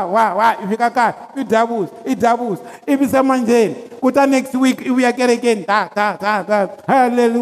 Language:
Tsonga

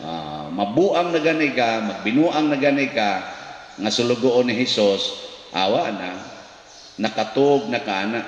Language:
Cebuano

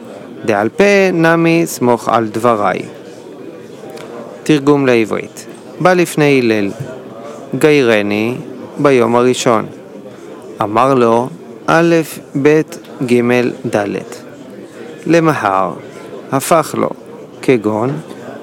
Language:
Hebrew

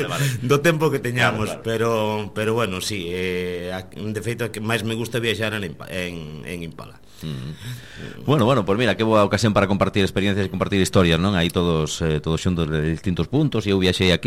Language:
Galician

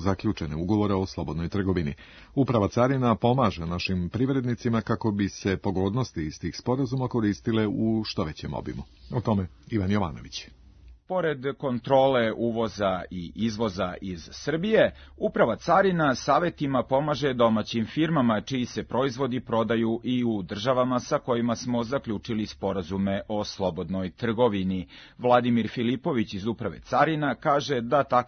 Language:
Serbian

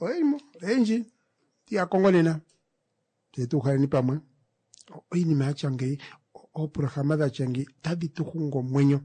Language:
Kuanyama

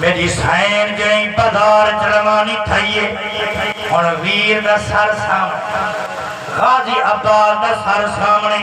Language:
Saraiki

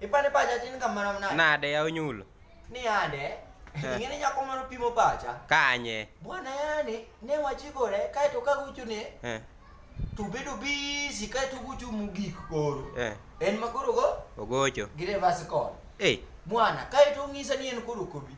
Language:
Luo (Kenya and Tanzania)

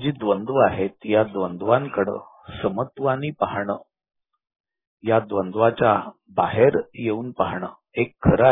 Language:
Marathi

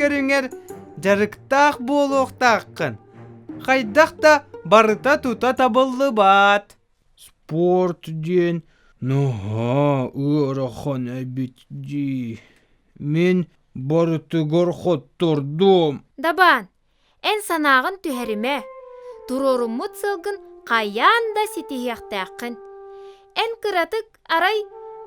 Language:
Yakut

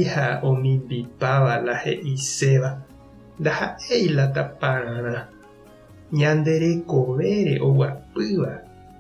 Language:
Guarani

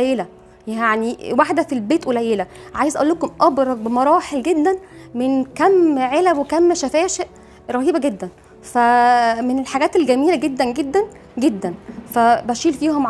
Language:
Egyptian Arabic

